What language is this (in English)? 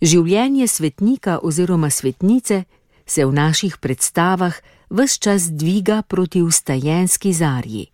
Slovenian